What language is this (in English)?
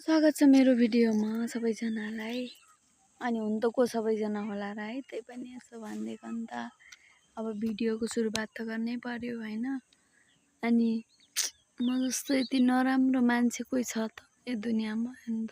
Nepali